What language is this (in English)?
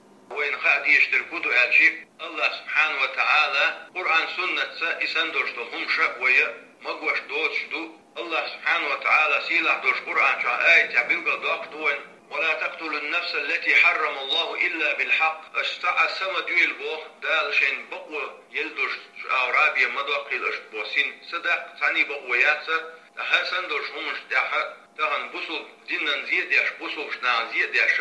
Chechen